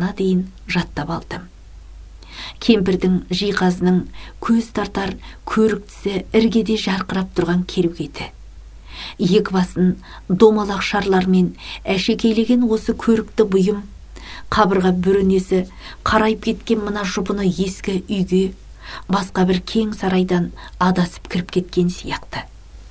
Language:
Kazakh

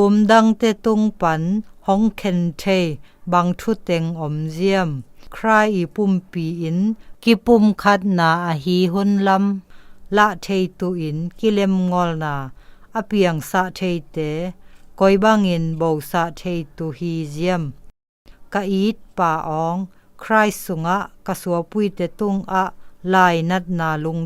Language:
Zou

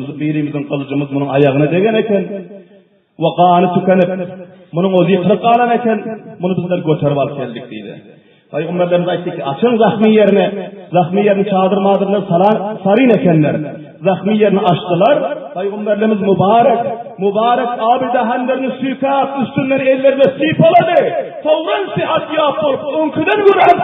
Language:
Turkmen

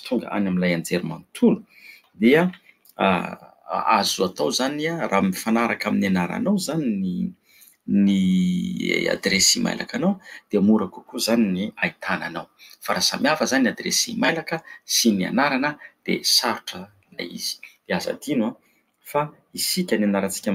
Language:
Malagasy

